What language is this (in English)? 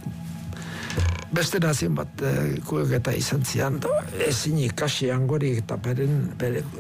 Basque